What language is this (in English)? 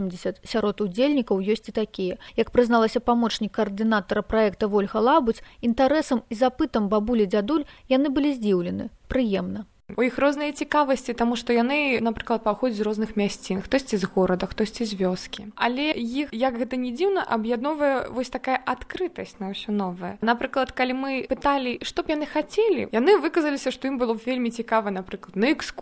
Belarusian